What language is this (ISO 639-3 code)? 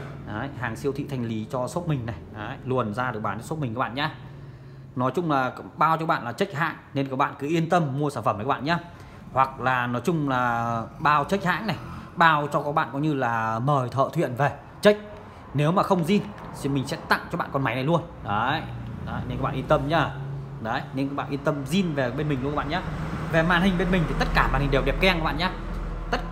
vie